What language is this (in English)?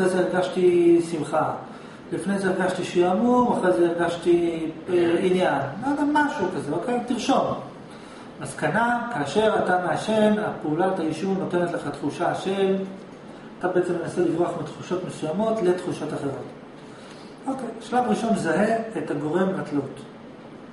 Hebrew